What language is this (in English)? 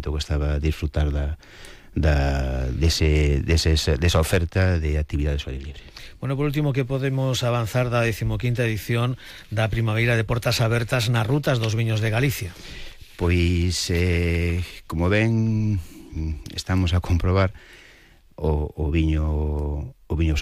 Galician